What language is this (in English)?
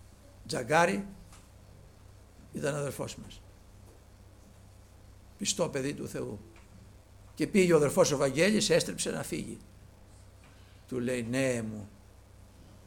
Greek